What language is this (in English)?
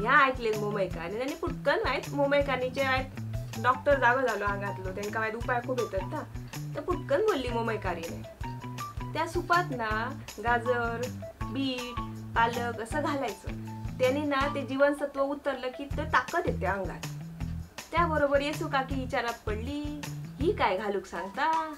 Konkani